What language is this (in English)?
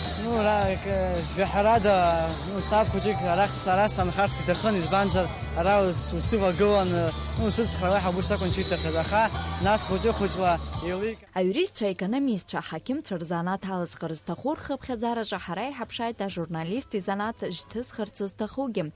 Abkhazian